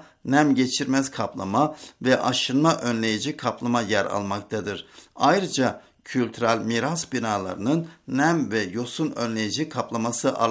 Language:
Turkish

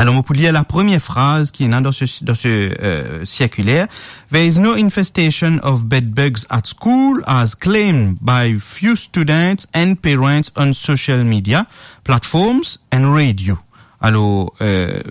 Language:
Morisyen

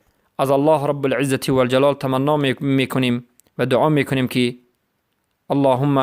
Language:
Persian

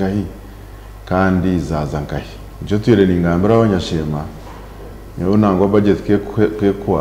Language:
Nyankole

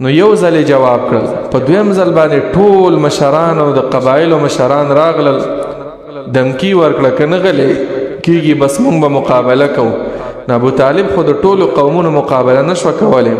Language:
Pashto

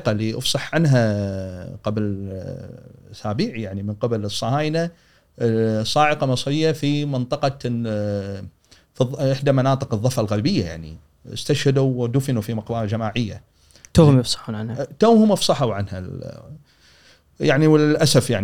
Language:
Gulf Arabic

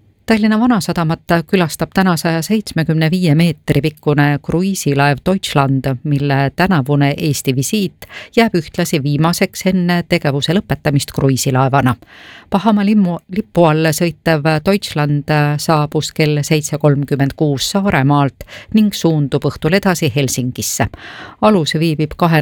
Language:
Estonian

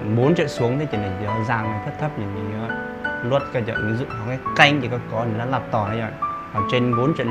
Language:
Hmong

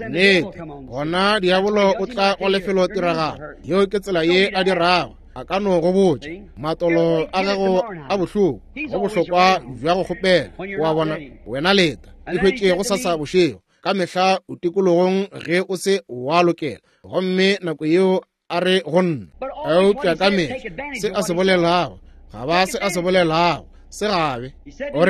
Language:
Northern Sotho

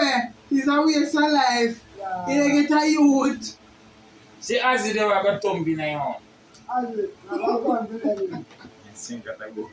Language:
Jamaican Creole English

